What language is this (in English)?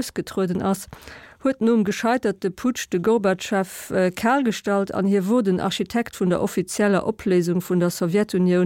Luxembourgish